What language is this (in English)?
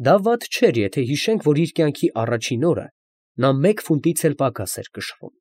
Armenian